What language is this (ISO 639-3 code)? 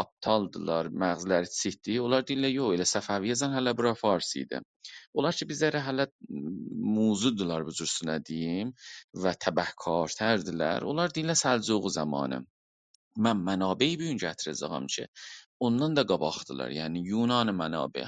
azb